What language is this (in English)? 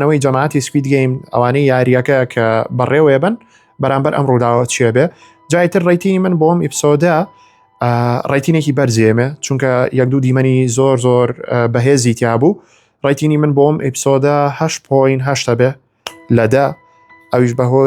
Central Kurdish